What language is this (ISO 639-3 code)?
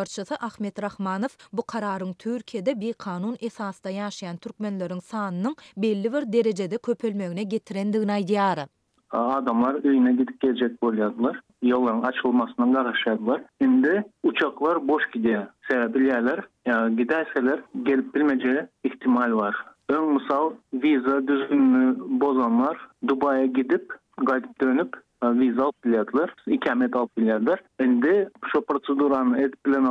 tuk